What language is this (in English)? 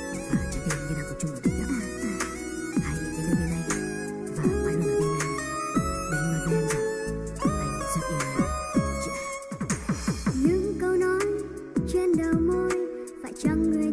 Vietnamese